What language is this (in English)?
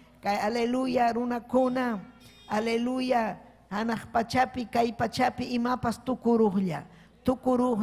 Ayacucho Quechua